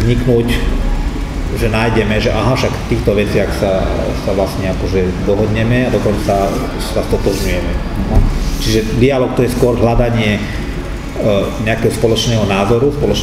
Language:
Slovak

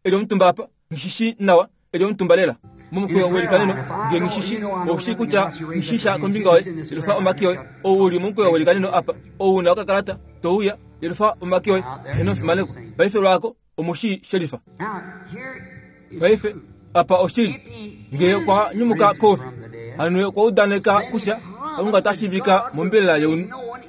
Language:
Kuanyama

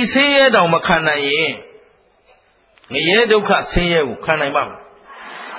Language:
Burmese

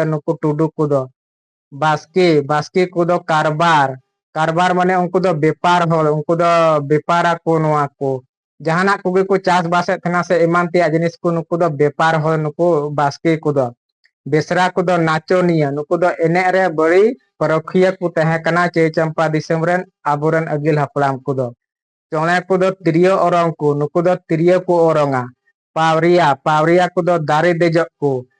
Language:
Santali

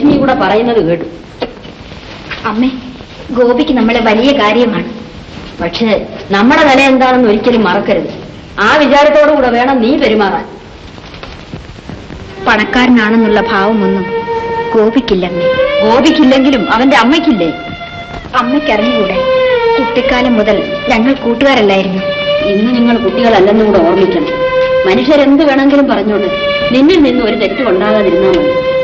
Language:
Malayalam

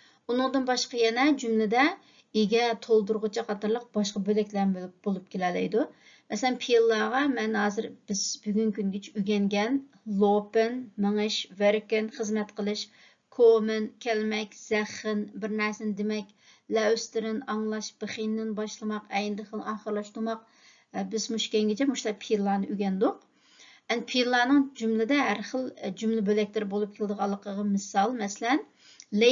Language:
Uyghur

